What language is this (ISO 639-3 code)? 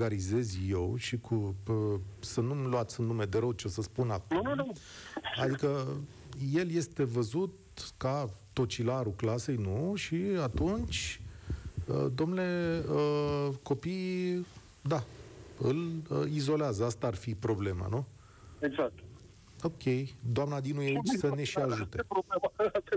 ron